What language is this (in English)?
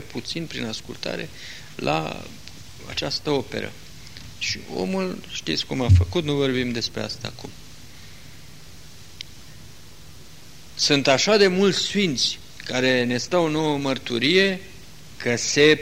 Romanian